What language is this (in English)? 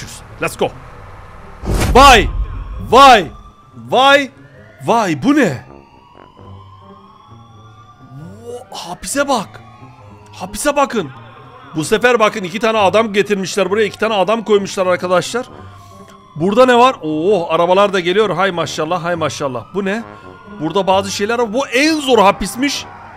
Turkish